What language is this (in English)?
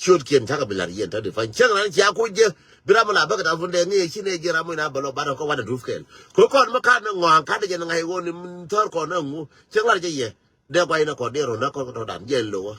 Nuer